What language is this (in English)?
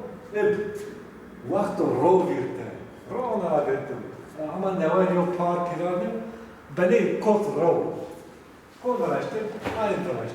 Zaza